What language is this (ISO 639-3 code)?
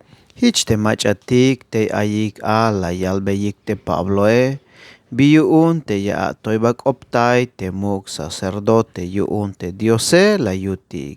tzh